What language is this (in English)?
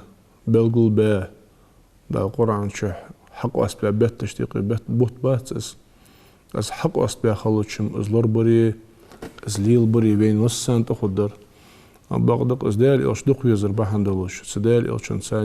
Ingush